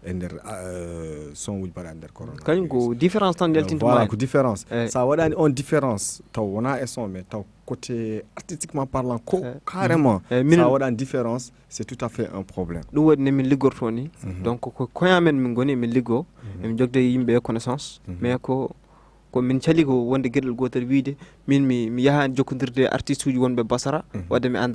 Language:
Fula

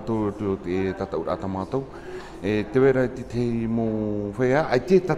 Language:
Tahitian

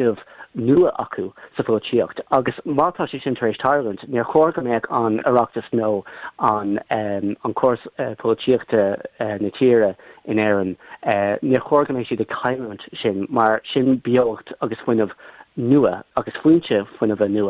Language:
Irish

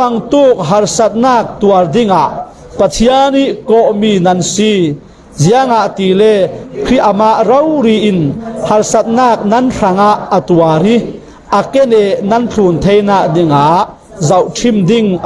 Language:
Falam Chin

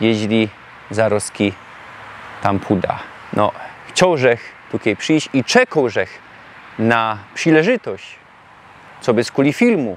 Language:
Silesian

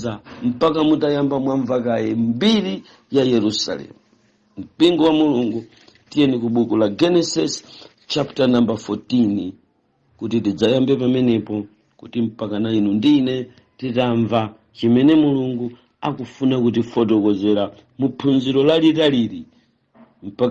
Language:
Nyanja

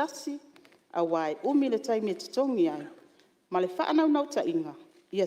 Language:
Samoan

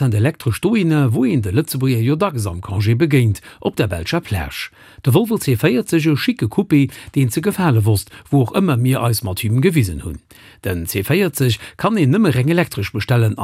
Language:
Luxembourgish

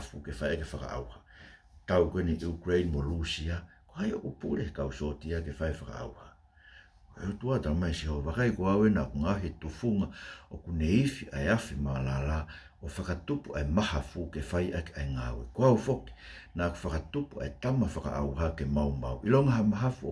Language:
Tongan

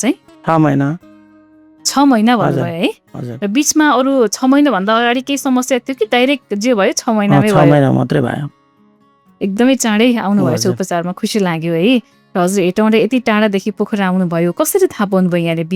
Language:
Nepali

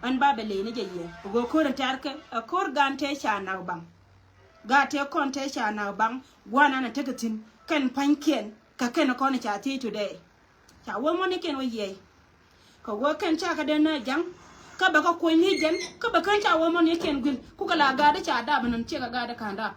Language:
Nuer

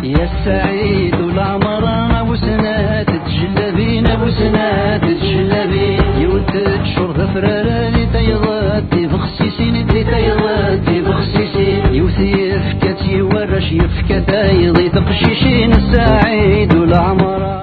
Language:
Kabyle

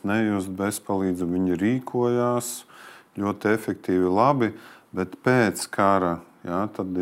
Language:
Latvian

